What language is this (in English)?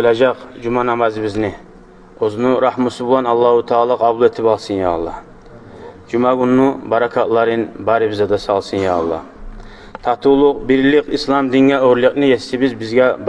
Kumyk